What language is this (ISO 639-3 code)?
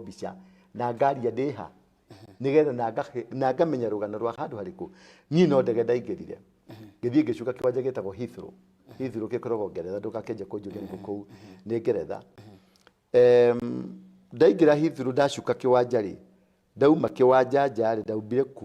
kik